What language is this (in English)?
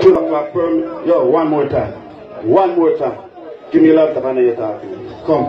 Jamaican Creole English